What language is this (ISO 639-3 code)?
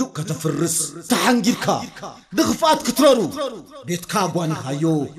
tir